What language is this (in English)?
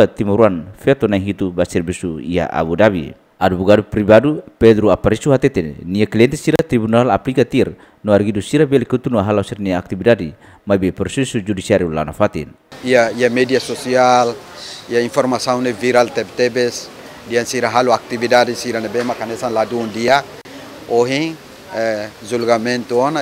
Tetum